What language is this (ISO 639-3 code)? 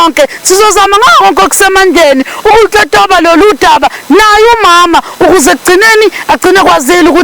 zul